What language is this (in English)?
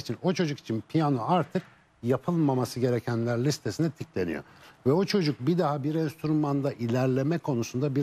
Turkish